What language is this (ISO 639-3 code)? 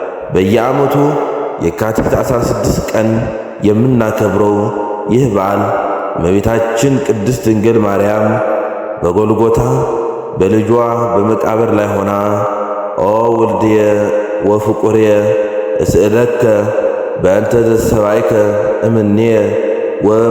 amh